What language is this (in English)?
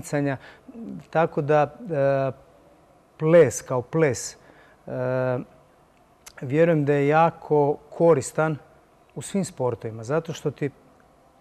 Croatian